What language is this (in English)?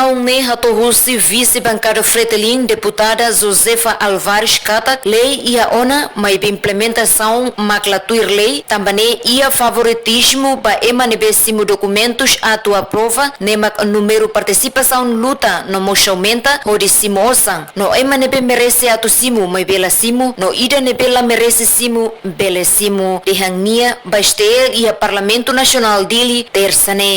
Tetum